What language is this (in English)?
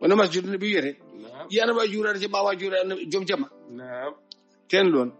Fula